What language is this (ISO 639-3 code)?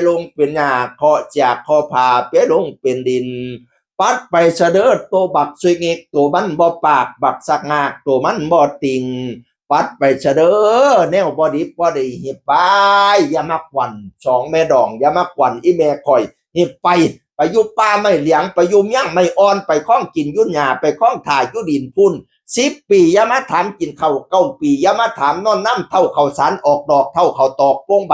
tts